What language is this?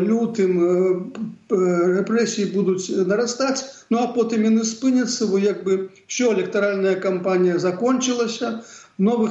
Belarusian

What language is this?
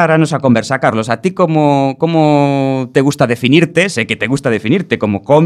Galician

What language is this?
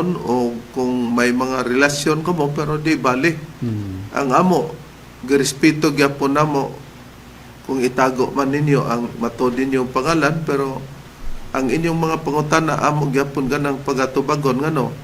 Cebuano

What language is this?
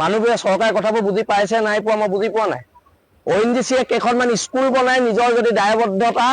Assamese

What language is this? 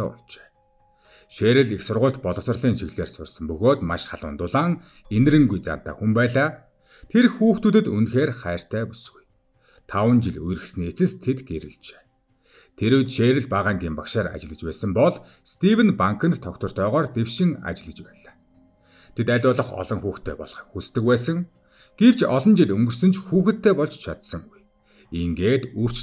Mongolian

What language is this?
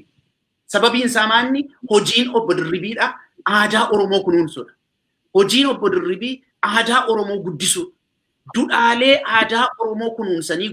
Oromo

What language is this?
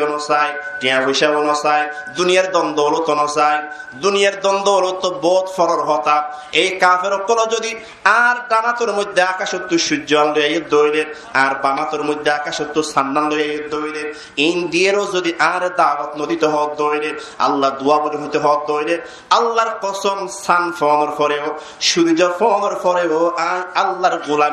Rohingya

